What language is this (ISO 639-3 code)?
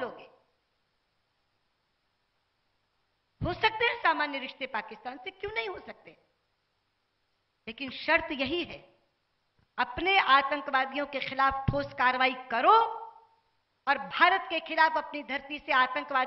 hin